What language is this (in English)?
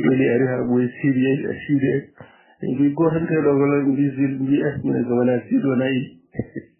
Fula